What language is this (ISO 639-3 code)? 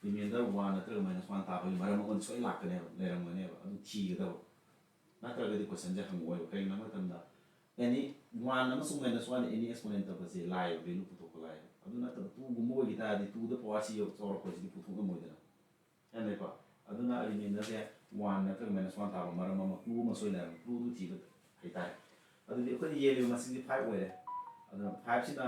mni